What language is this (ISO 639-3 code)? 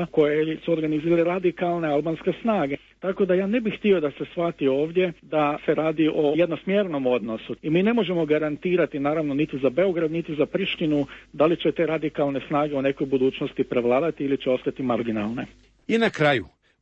hrv